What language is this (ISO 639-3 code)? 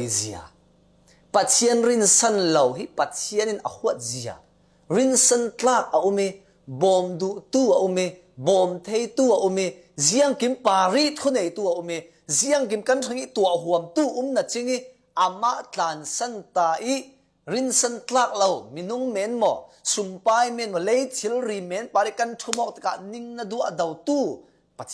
cfm